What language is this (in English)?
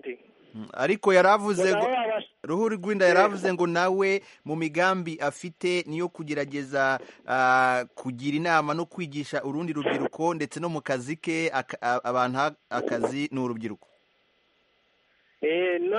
Kinyarwanda